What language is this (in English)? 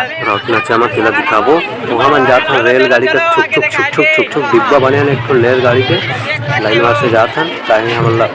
Chhattisgarhi